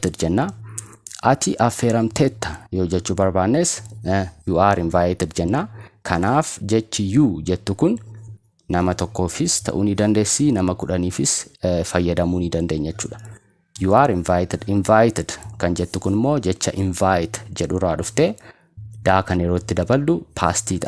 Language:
Oromo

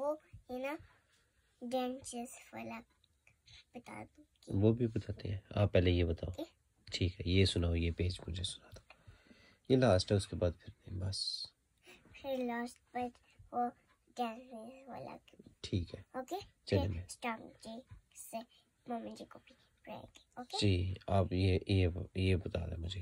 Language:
Hindi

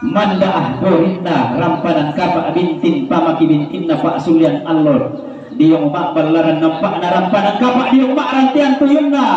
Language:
Toraja-Sa'dan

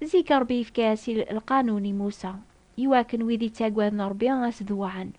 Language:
Kabyle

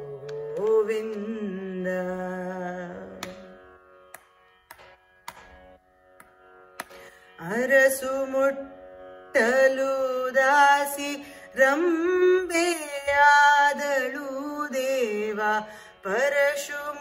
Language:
Kannada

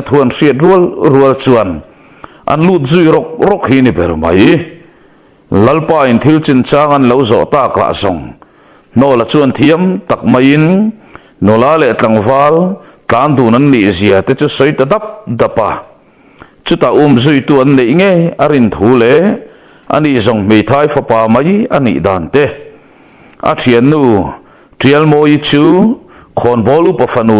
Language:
Mizo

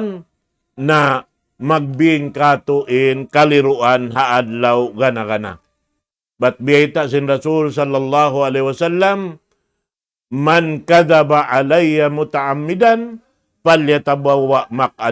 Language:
Tausug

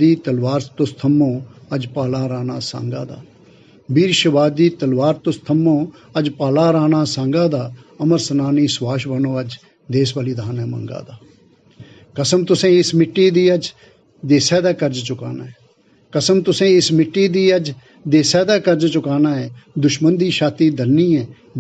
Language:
Dogri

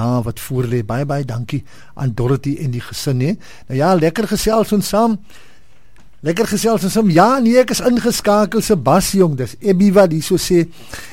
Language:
Afrikaans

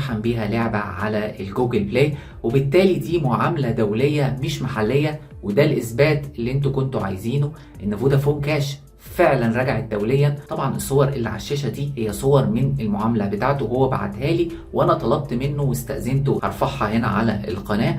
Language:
Egyptian Arabic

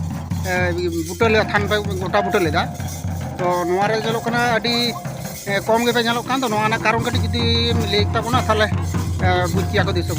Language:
Santali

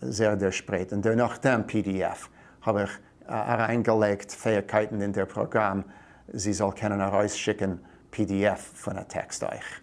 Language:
Yiddish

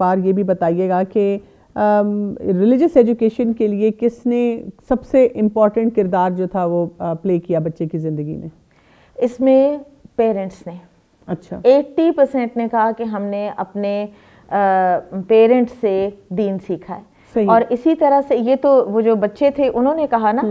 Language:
Urdu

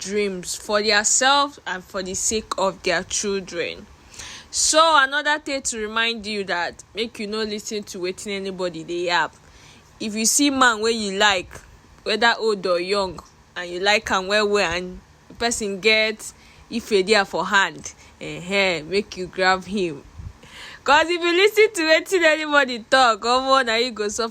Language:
Nigerian Pidgin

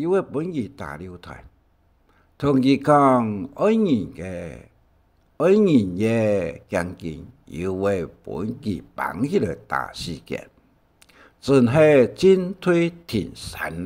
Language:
Hakka Chinese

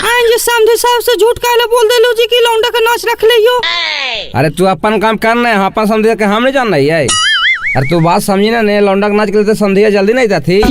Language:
Magahi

